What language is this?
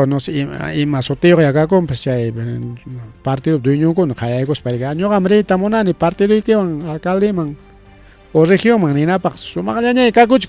Ayacucho Quechua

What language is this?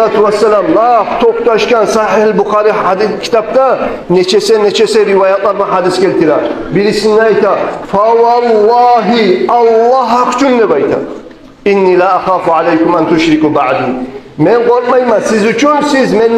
Kumyk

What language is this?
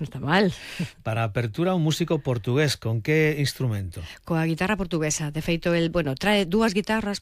Galician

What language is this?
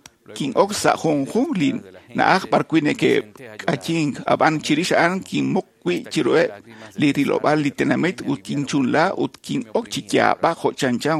Kekchí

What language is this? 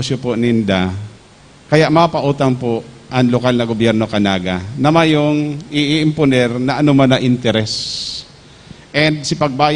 Bikol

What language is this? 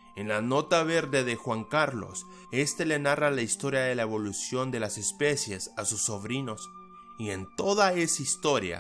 Spanish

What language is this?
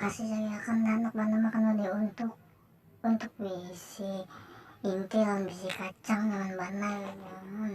Banjar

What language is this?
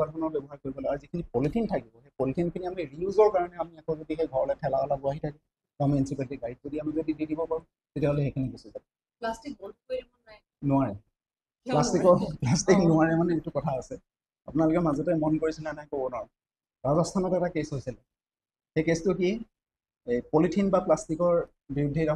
Assamese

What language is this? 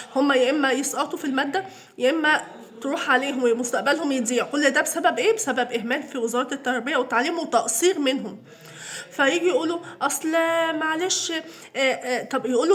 Egyptian Arabic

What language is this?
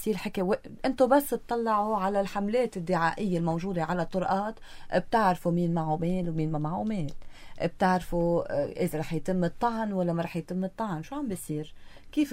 North Levantine Arabic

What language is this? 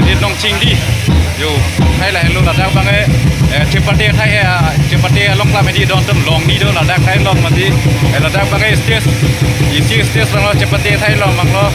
Karbi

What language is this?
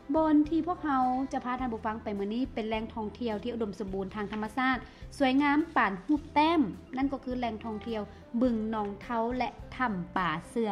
Lao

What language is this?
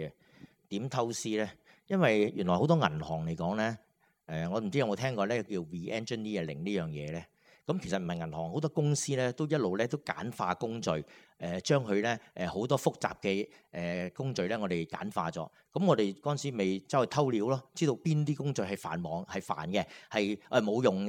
Cantonese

